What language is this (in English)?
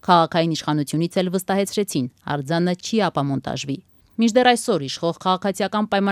Armenian